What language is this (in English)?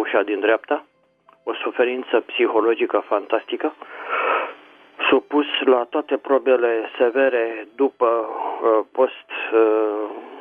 Romanian